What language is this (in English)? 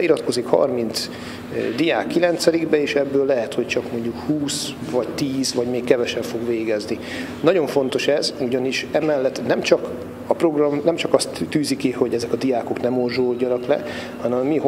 Hungarian